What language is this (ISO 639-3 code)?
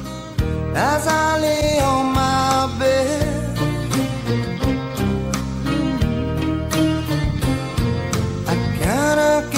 hun